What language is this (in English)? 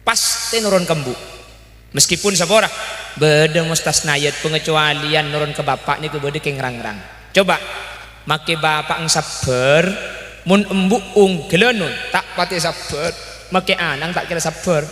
Madurese